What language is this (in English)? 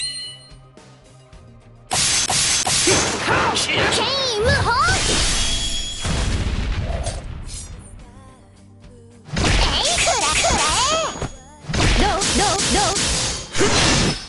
Japanese